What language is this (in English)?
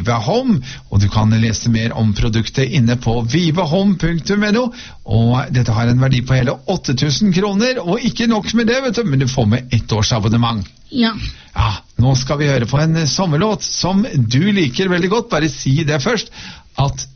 Norwegian